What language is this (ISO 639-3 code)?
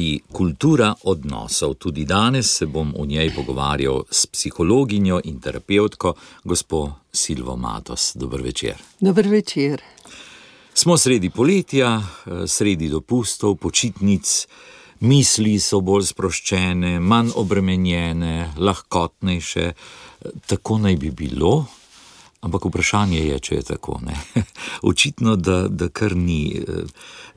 slv